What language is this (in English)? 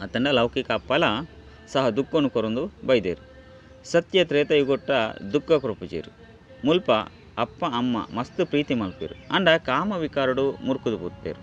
Tulu